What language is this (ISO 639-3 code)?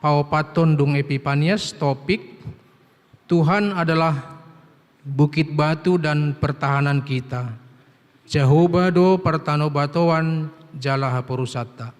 bbc